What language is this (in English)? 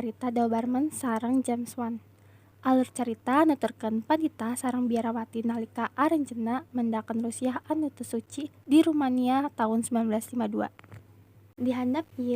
Sundanese